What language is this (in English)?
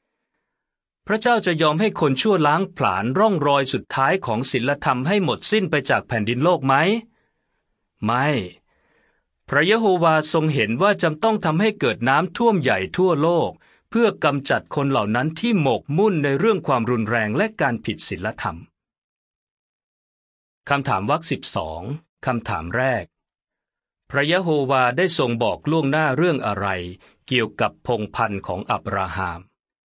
Thai